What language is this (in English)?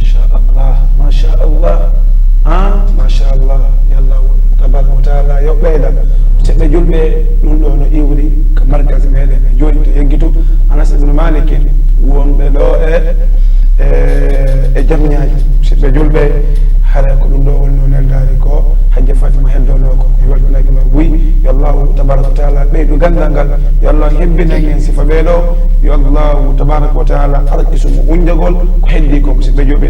Fula